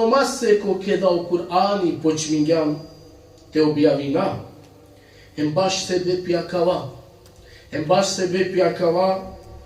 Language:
Balkan Romani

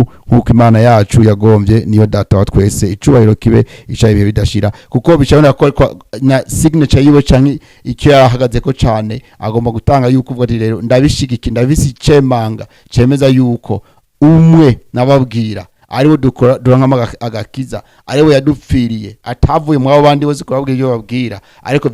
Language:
Rundi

